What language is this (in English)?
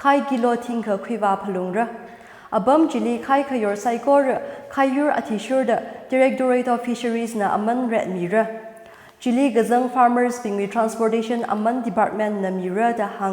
Tangkhul Naga (India)